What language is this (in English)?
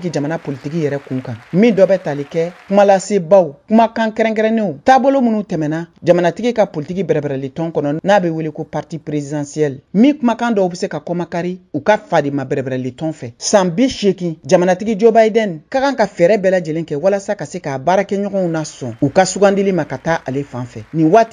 Bambara